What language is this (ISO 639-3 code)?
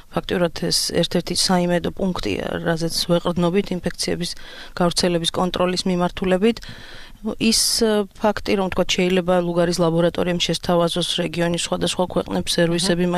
kat